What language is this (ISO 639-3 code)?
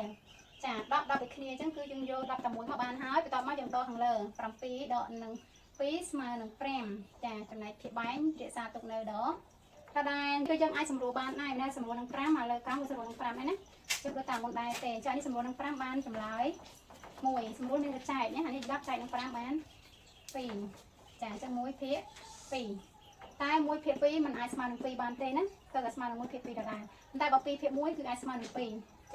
khm